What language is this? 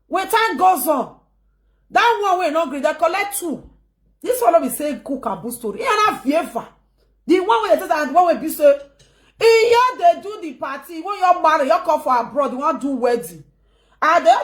Nigerian Pidgin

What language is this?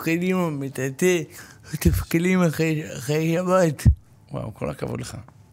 Hebrew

